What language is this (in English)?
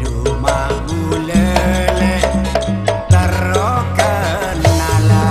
Madurese